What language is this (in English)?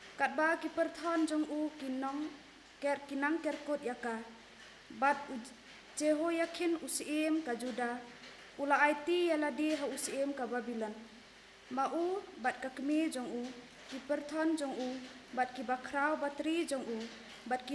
Khasi